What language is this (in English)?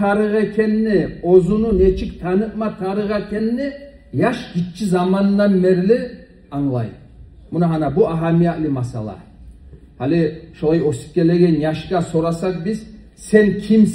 Kumyk